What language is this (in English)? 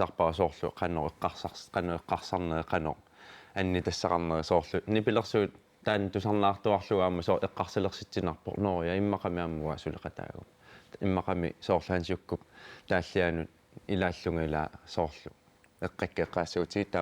Kalaallisut